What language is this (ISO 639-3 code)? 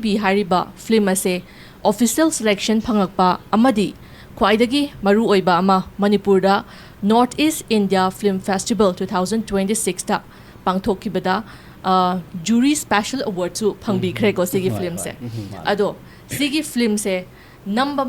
mni